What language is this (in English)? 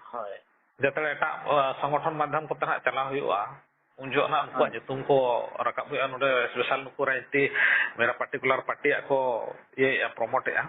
Santali